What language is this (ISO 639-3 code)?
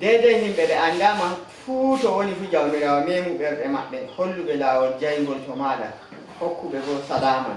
fuv